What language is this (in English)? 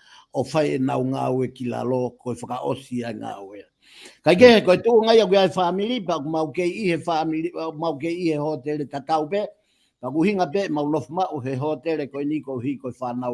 Tongan